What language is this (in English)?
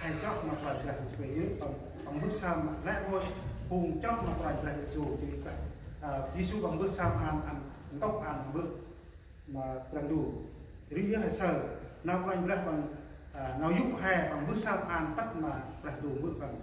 Central Mnong